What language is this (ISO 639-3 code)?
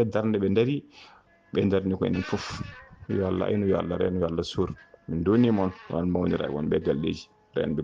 ful